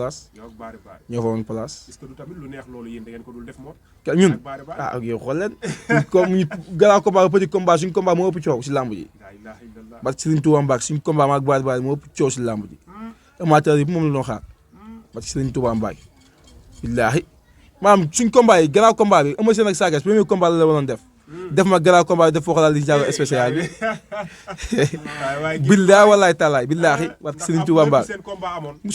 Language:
Wolof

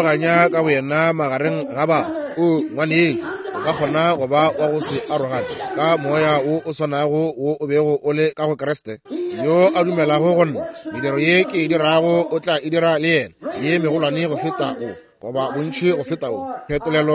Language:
Northern Sotho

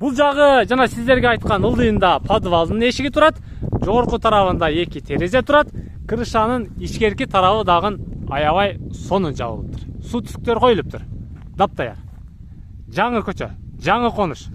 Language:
Kyrgyz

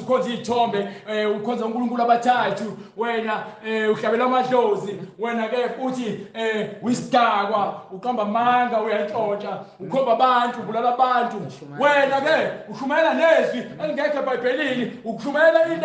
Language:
Zulu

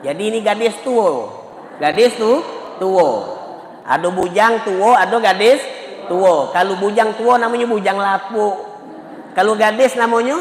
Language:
Musi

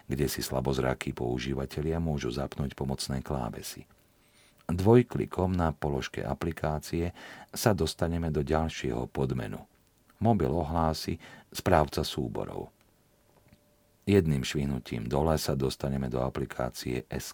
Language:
Slovak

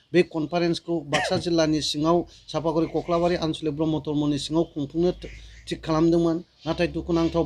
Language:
Bodo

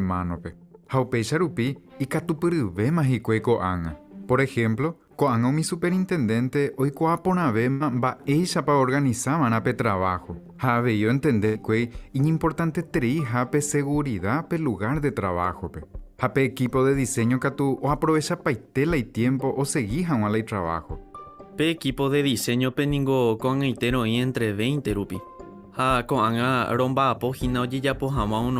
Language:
Guarani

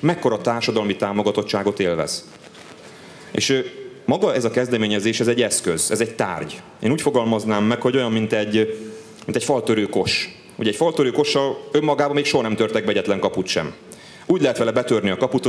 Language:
Hungarian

